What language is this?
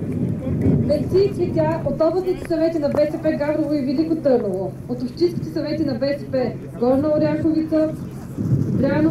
Bulgarian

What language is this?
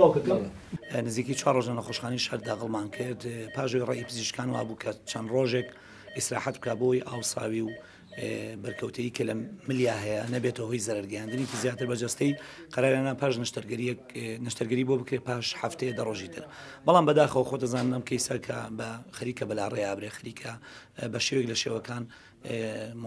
Central Kurdish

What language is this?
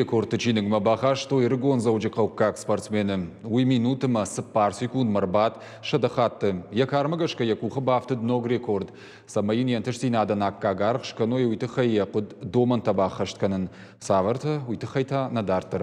Ossetic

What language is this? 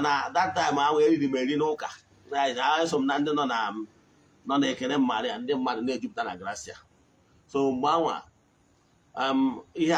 Igbo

